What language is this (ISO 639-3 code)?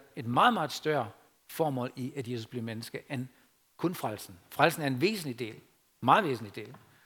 dan